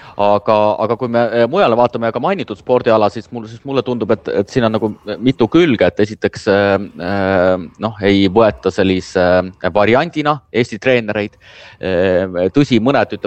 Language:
Estonian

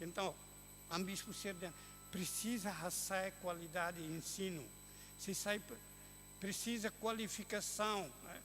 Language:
Tetum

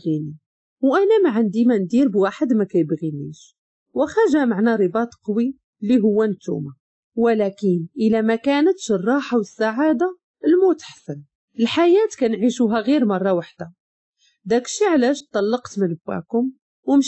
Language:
Moroccan Arabic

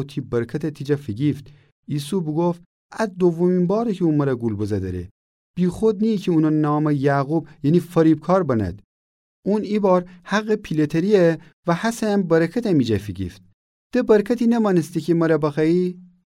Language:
Gilaki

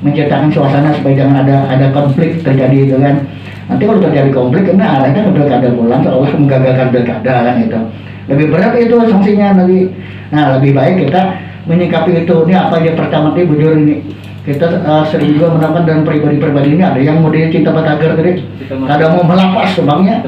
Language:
Banjar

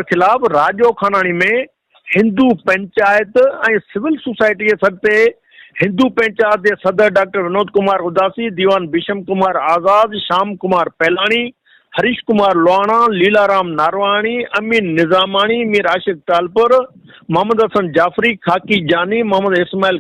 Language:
Sindhi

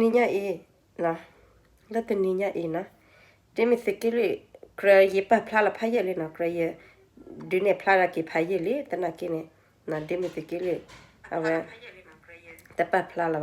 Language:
S'gaw Karen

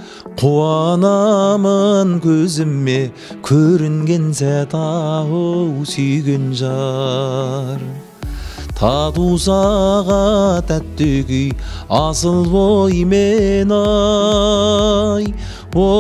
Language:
Kazakh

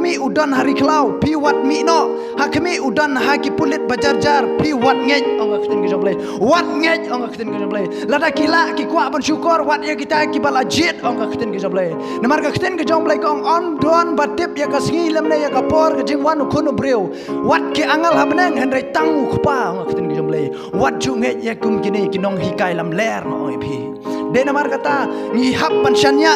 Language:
Khasi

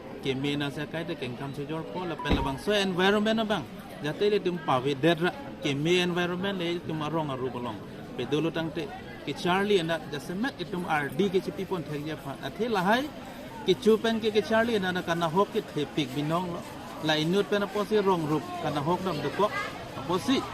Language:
Karbi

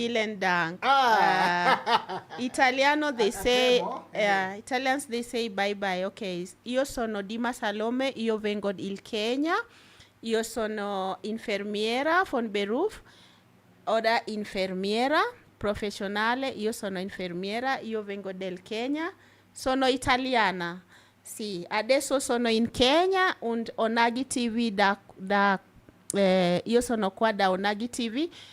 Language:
Luo (Kenya and Tanzania)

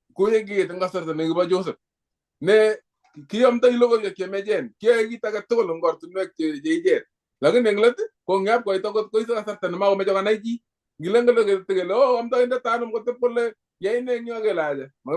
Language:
Kalenjin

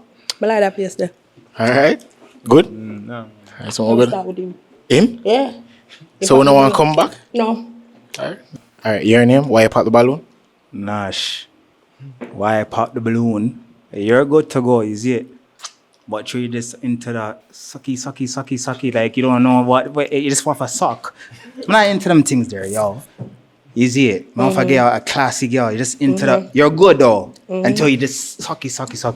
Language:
Jamaican Creole English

